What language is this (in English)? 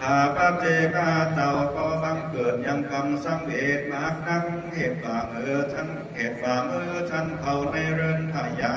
Lü